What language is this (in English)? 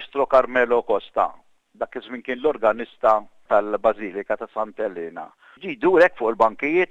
Maltese